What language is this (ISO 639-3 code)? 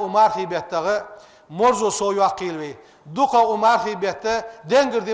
inh